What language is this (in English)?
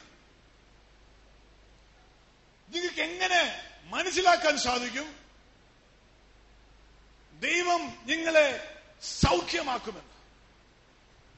Malayalam